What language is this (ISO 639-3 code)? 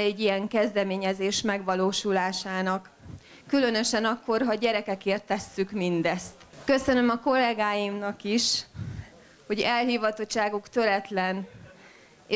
hun